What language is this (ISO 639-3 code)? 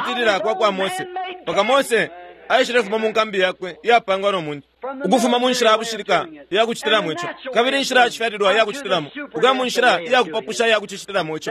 bem